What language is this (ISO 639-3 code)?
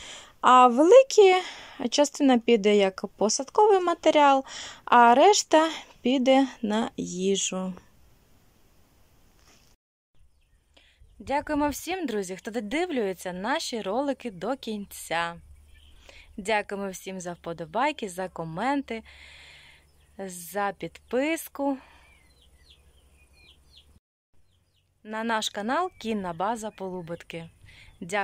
ukr